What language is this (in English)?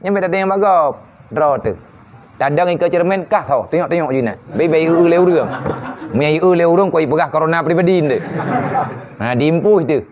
Achinese